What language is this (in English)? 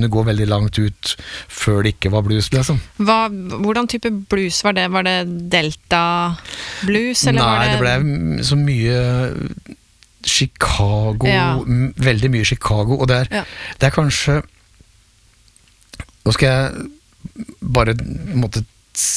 Norwegian